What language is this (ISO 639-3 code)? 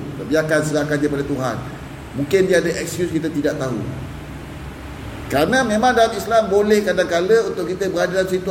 msa